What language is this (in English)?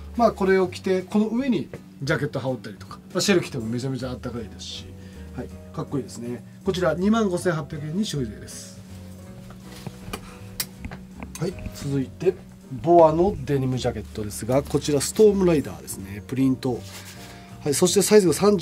Japanese